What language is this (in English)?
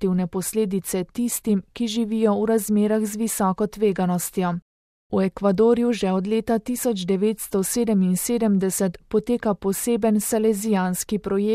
Slovenian